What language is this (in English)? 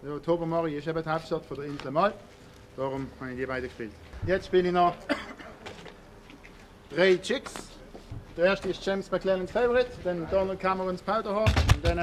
Swiss German